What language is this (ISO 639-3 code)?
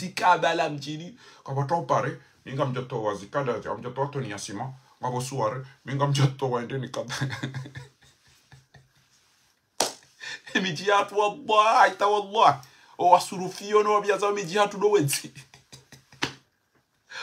swa